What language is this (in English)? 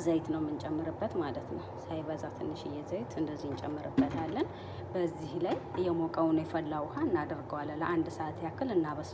Amharic